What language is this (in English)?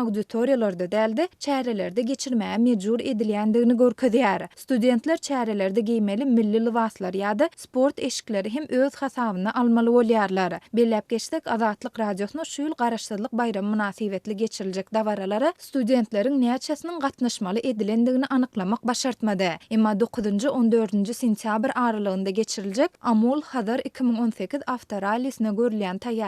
Turkmen